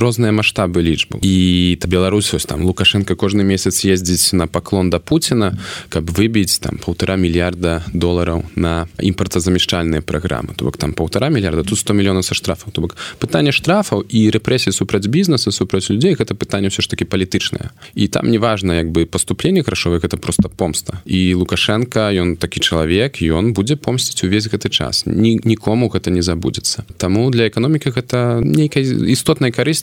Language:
Belarusian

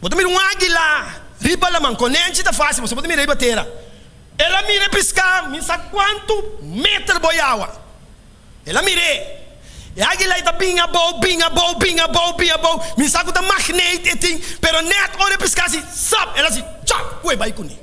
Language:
Papiamento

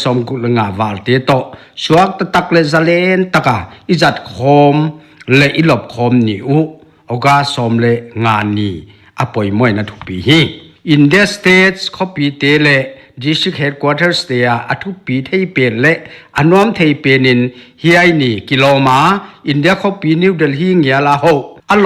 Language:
Paite Chin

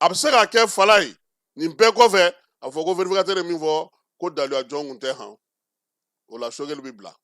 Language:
Bambara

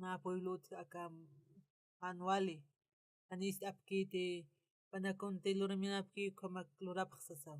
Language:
Aymara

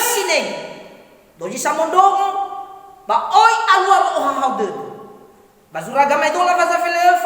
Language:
Nias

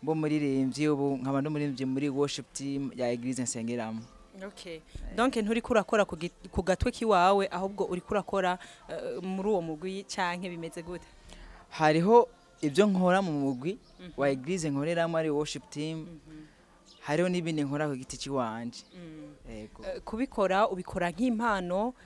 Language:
Rundi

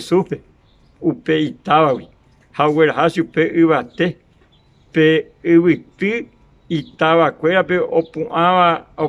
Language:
Guarani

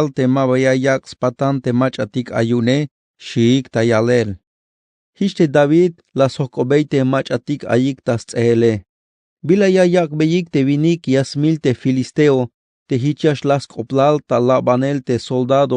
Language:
Tzeltal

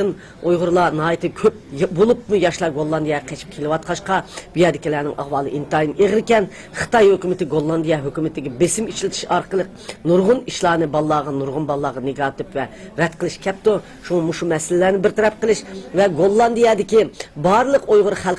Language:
Uyghur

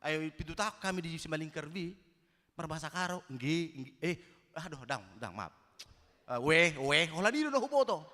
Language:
Batak Toba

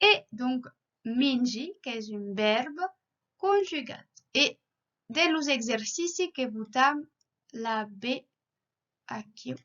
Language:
Occitan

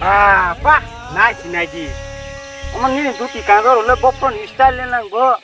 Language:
Kok Borok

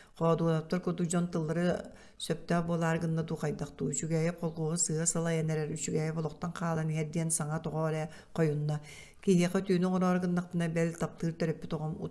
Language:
Yakut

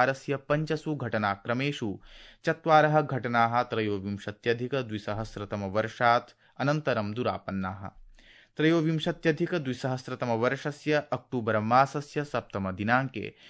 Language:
Sanskrit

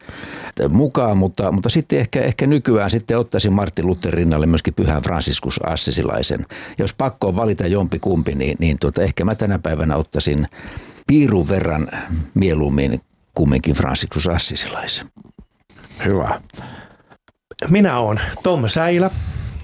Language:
Finnish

